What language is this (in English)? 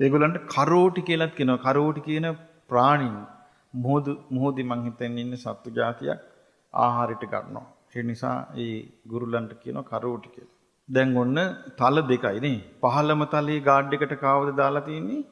Sinhala